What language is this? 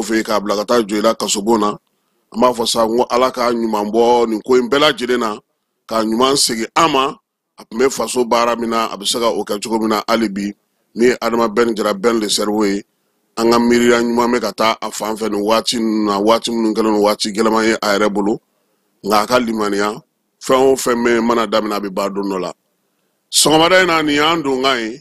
Bambara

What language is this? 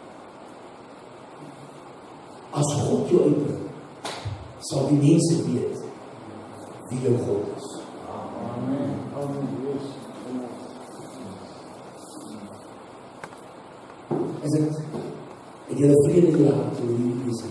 Afrikaans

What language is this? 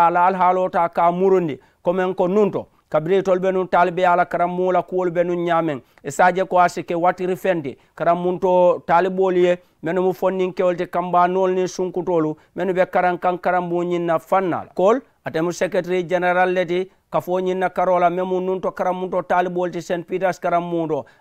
Mandingo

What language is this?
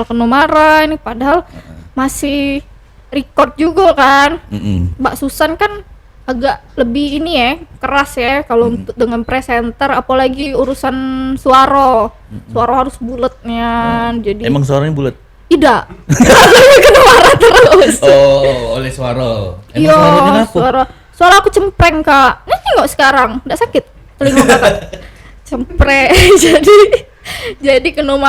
Musi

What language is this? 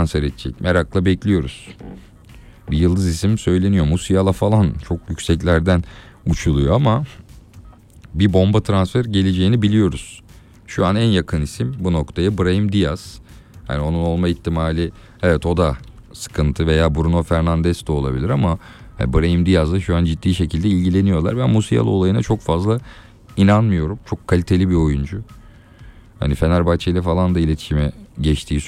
Turkish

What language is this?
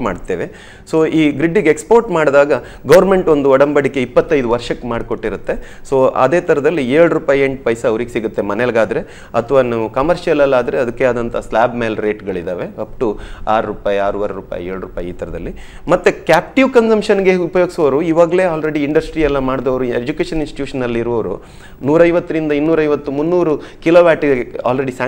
Kannada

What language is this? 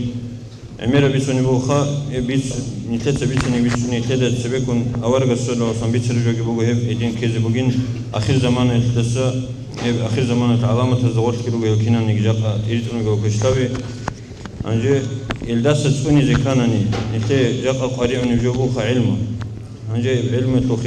Avaric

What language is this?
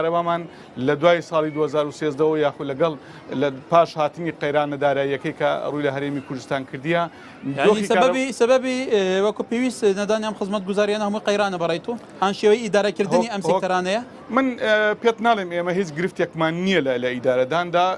Central Kurdish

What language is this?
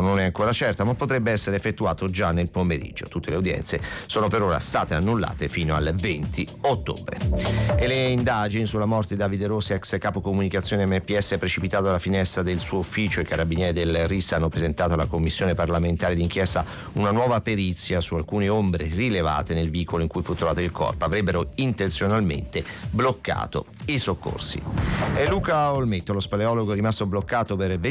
Italian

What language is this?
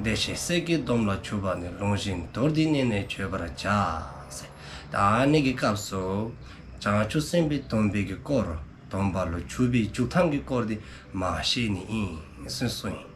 Dzongkha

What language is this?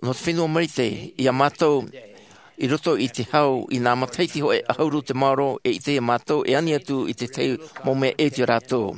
Tahitian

